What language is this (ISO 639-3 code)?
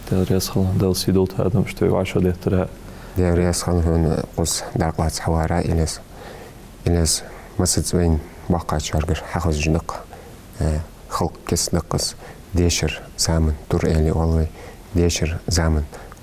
inh